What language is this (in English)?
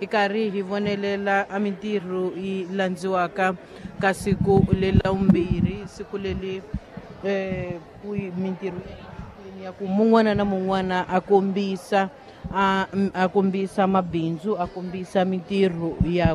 Tsonga